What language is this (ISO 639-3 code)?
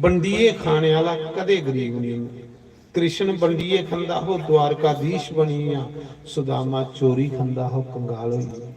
doi